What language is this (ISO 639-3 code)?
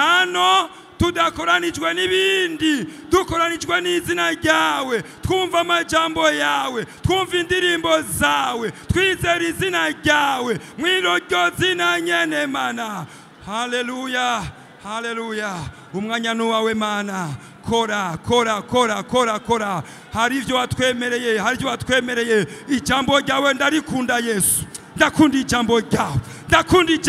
run